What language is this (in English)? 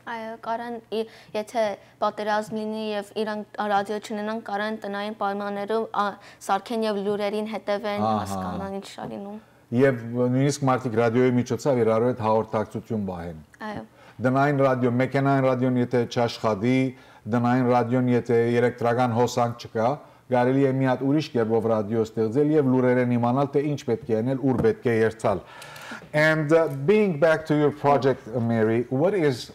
Western Armenian